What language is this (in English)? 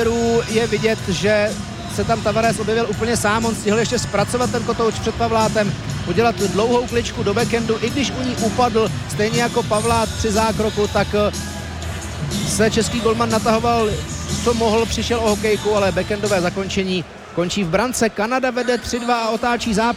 Czech